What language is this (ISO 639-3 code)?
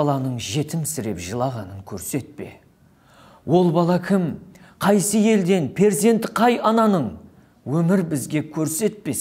kaa